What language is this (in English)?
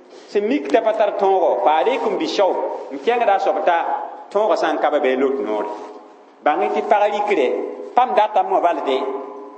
Mossi